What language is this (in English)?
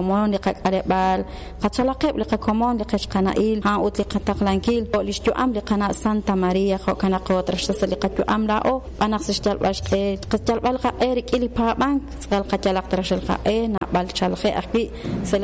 Kekchí